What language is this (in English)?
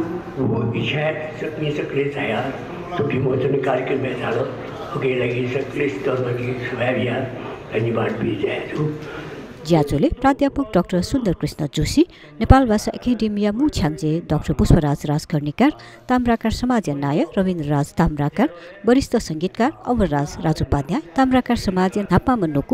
Newari